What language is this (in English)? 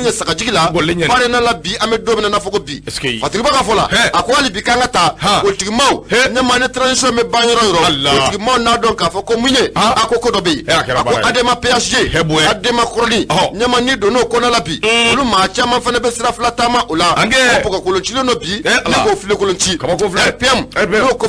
Bambara